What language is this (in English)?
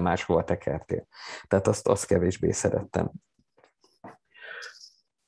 Hungarian